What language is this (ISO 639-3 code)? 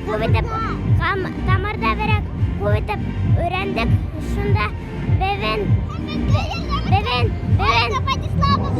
bak